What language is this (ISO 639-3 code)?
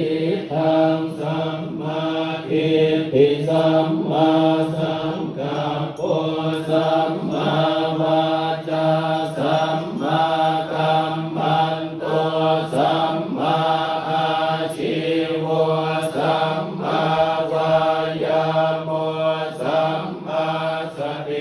pli